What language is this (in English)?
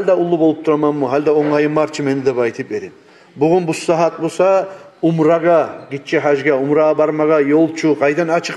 Kumyk